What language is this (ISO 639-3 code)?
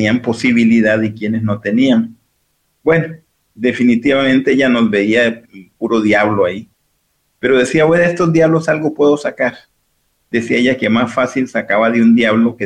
spa